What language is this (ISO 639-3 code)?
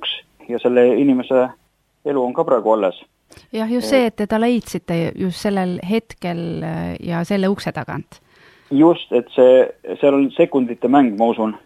est